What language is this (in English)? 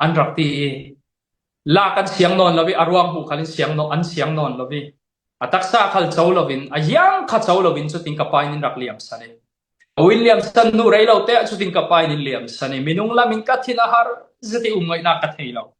Falam Chin